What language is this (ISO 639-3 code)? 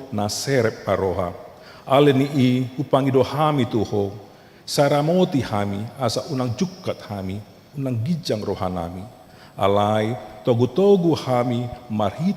bbc